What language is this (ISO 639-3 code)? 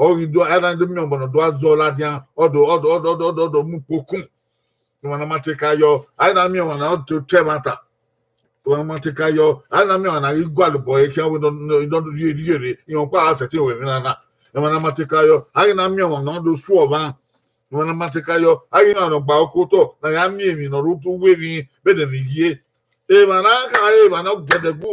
bin